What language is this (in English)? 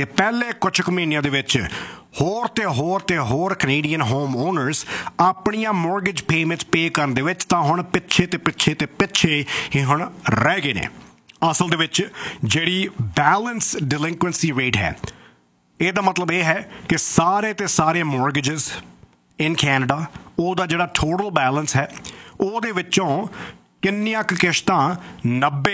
Punjabi